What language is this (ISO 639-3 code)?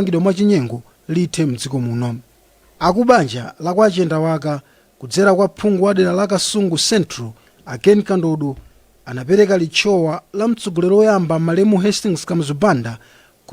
nya